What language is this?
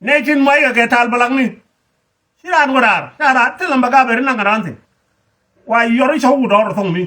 Nuer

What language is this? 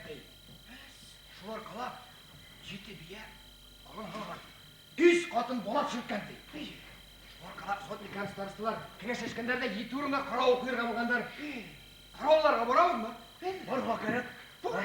Bashkir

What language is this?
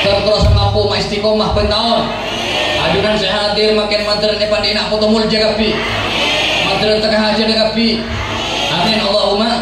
Madurese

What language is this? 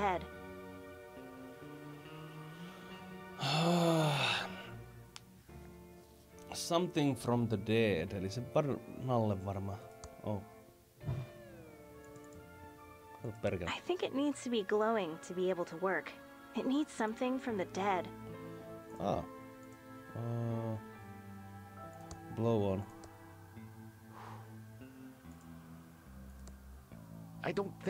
Finnish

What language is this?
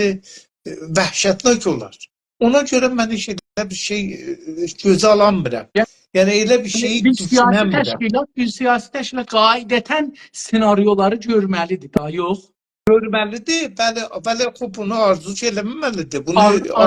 South Azerbaijani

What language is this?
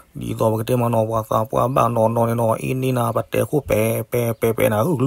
S'gaw Karen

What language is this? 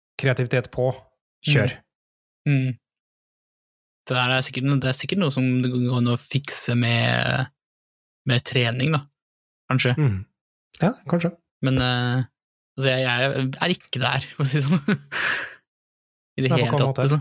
Norwegian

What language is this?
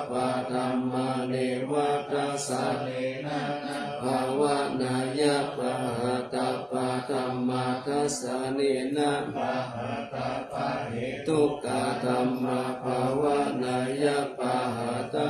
Pali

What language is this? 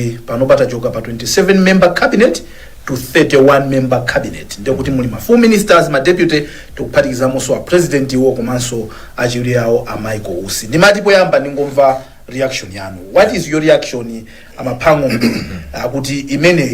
Nyanja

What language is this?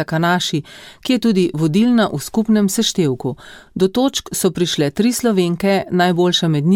Slovenian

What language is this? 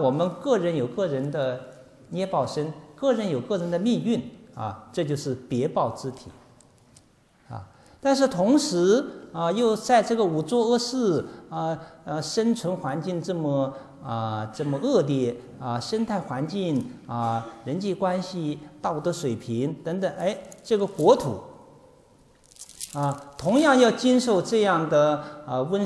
Chinese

